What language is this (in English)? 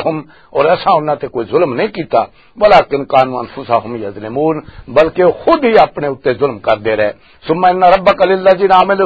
Western Panjabi